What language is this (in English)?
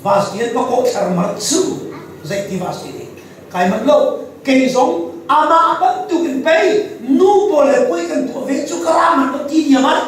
Hakha Chin